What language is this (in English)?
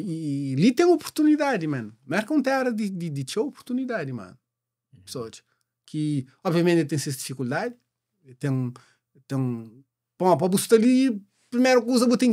Kabuverdianu